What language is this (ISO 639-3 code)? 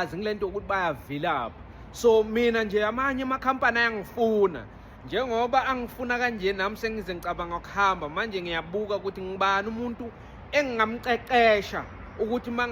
zul